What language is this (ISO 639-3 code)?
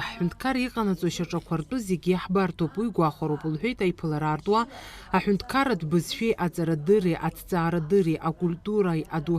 abk